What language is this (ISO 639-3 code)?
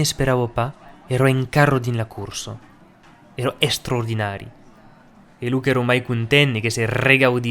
oci